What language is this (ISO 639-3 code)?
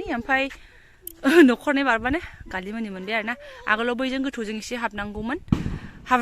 brx